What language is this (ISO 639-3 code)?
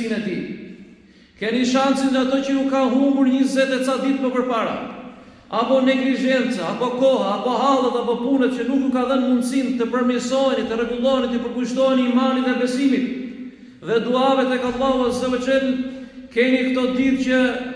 sqi